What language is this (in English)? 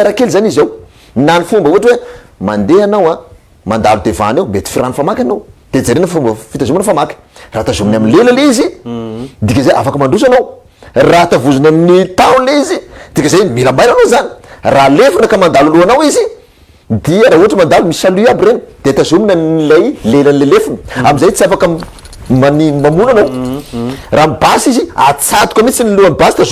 Malagasy